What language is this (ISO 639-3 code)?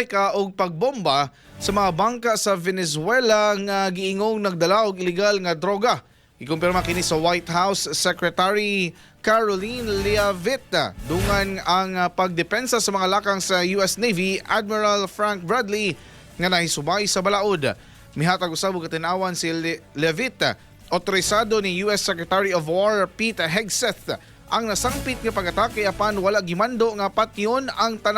ceb